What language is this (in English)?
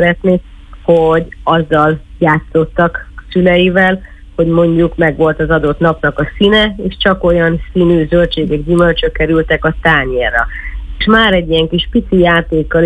Hungarian